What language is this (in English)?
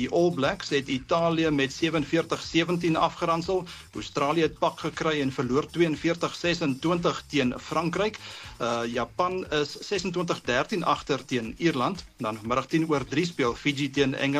Afrikaans